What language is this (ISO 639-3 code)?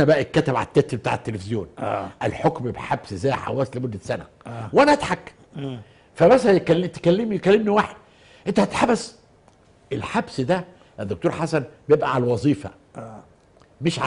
arz